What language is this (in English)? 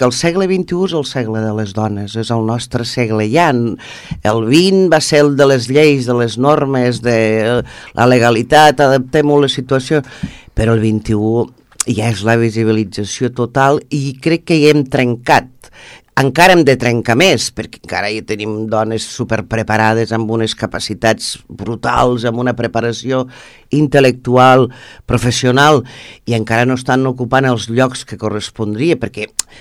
Catalan